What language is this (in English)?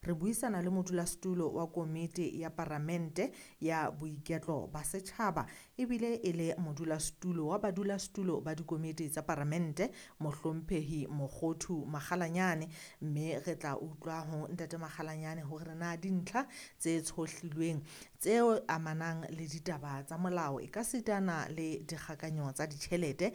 Southern Sotho